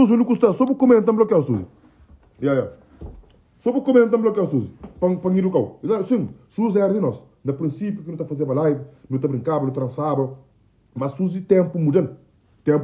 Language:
Kabuverdianu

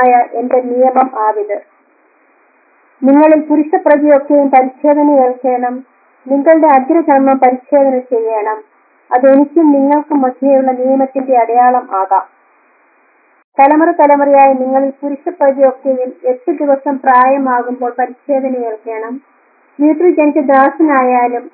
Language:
Malayalam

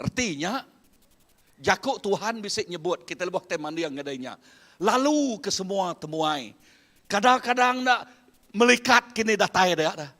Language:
Iban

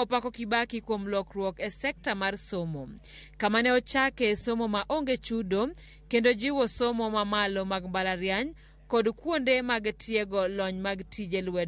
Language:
Luo (Kenya and Tanzania)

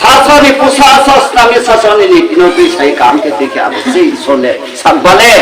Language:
Riang (India)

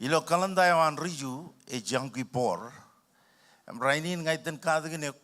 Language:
Marshallese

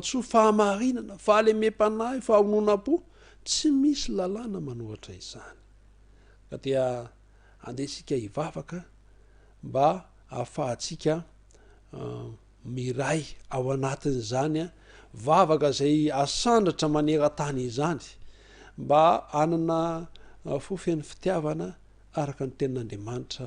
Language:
Malagasy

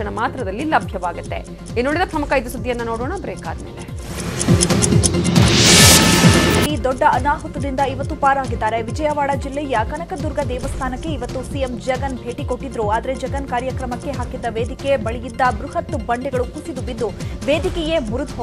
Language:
Kannada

